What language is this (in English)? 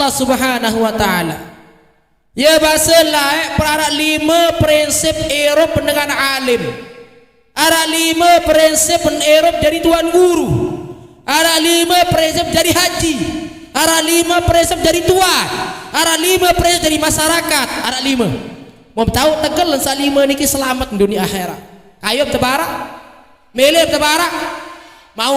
Sasak